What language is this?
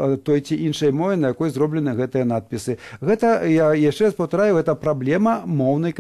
Belarusian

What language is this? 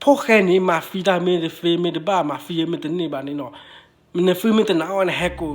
S'gaw Karen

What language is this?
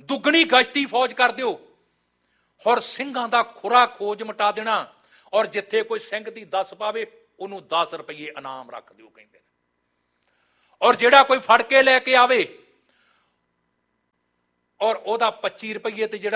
Punjabi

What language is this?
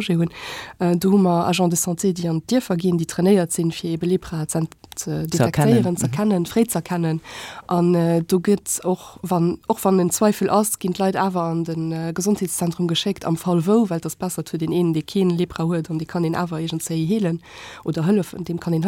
Luxembourgish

